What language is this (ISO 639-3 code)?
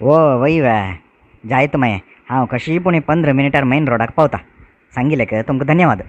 kok